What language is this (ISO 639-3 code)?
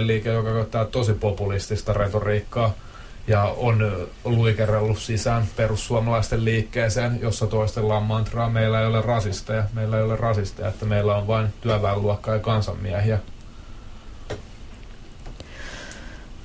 fin